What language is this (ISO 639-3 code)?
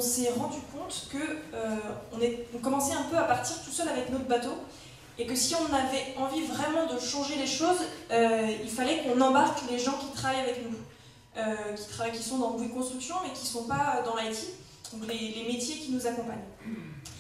fra